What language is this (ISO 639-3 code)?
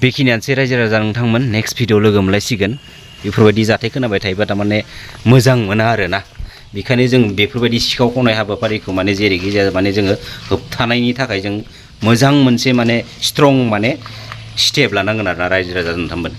brx